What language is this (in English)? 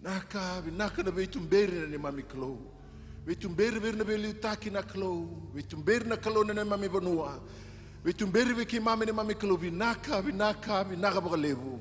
Fijian